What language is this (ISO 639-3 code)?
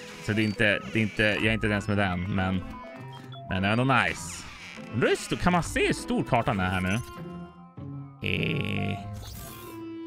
swe